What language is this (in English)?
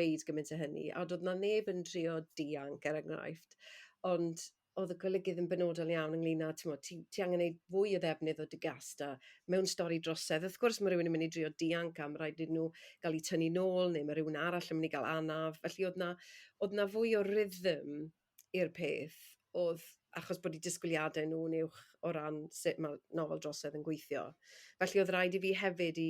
Welsh